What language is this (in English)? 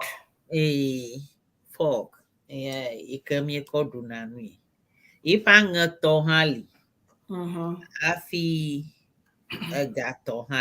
Ewe